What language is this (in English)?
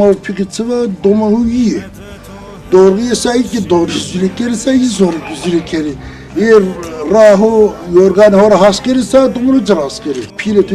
Zaza